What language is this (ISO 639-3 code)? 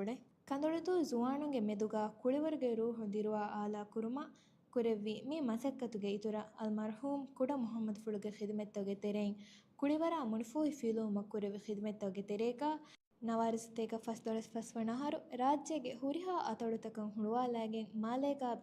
div